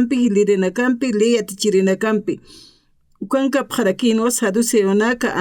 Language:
Aymara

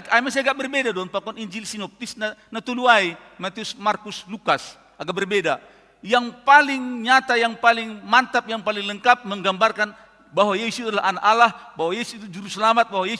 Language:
Batak Simalungun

